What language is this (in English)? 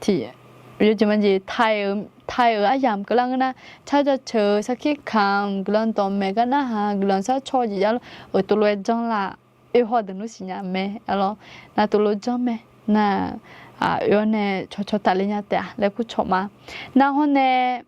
Akha